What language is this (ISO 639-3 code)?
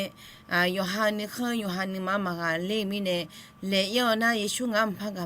ahk